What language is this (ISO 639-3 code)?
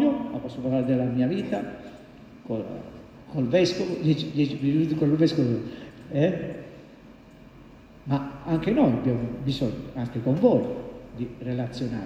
ita